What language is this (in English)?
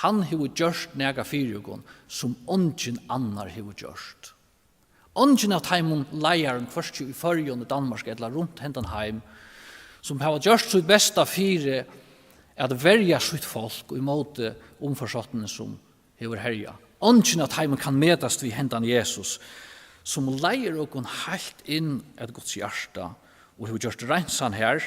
Faroese